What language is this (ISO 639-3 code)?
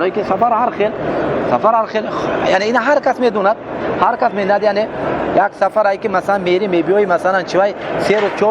tgk